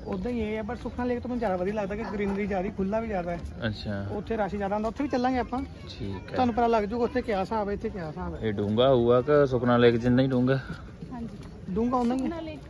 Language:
Punjabi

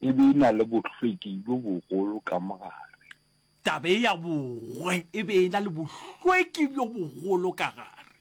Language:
Northern Sotho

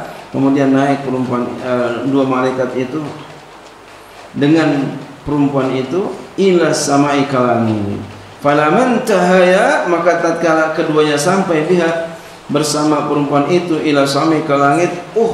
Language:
Indonesian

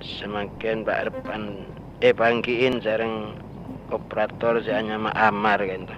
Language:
Madurese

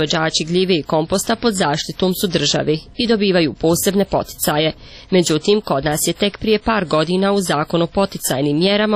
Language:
Croatian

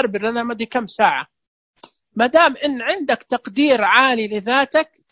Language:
Najdi Arabic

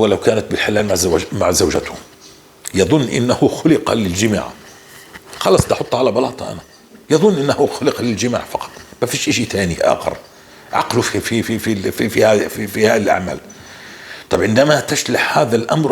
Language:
North Levantine Arabic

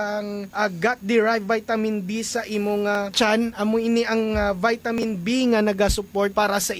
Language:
Hiligaynon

